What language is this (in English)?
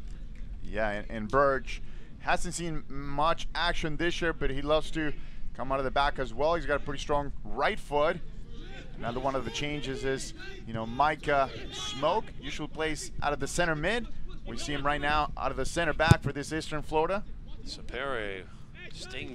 English